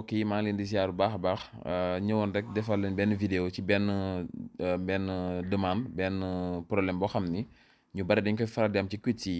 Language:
Wolof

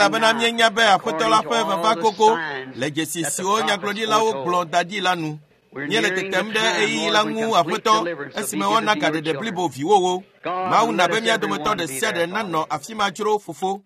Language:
Ewe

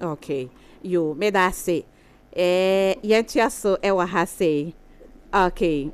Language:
Akan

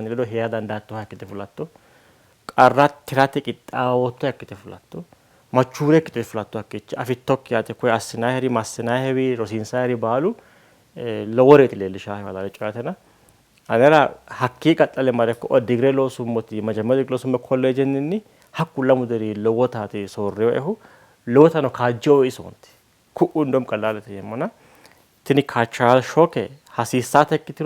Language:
Sidamo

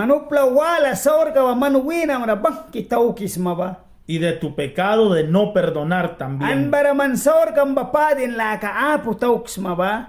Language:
Mískito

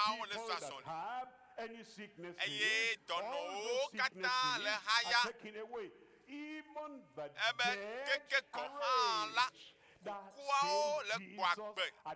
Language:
Ewe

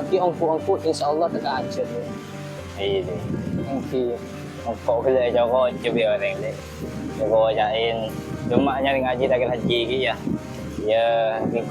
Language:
Madurese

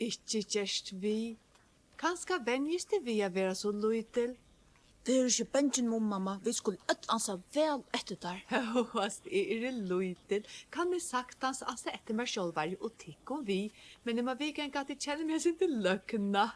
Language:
Faroese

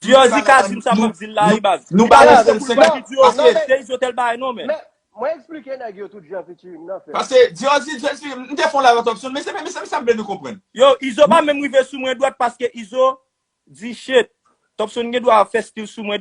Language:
Haitian Creole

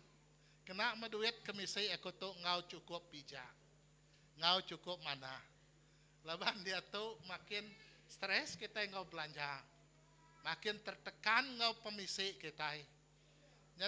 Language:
Iban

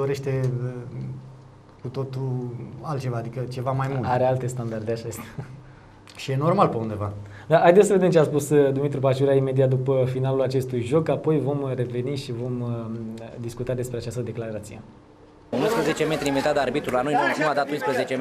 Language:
Romanian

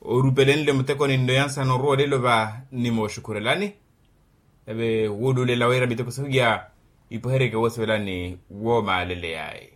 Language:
Makhuwa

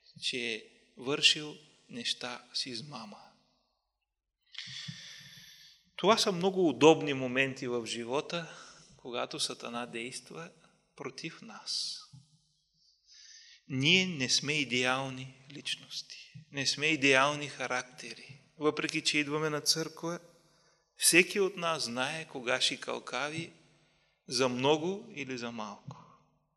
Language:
Bulgarian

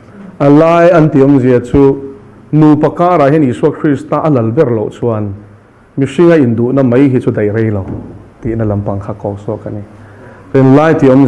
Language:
Mizo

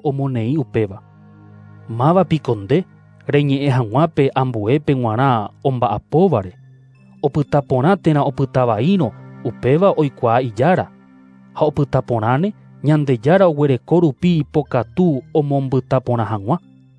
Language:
Guarani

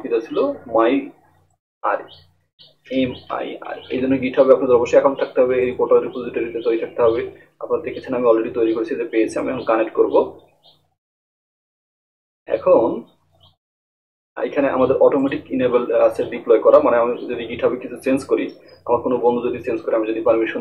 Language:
Bangla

